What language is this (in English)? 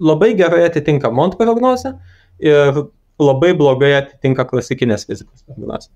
Lithuanian